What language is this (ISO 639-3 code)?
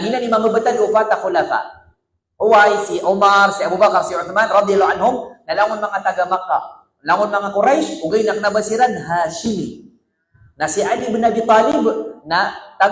mrw